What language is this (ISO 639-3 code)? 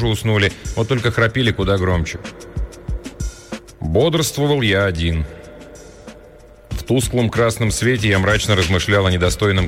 rus